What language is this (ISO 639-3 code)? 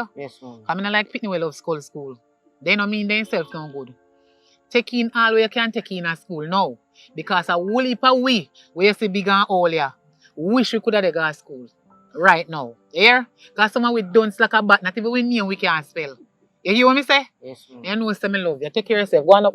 jam